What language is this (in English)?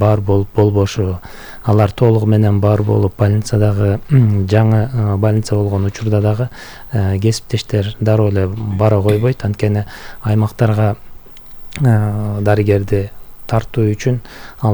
Kyrgyz